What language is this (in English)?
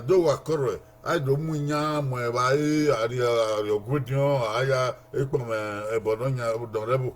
Bini